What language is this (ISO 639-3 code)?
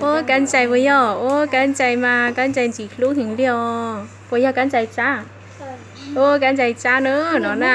hmn